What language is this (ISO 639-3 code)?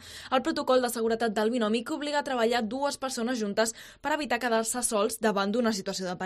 cat